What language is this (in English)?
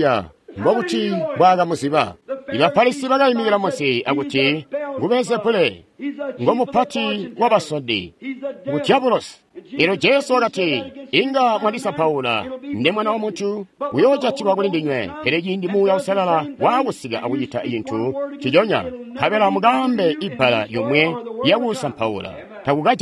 Tonga (Zambia)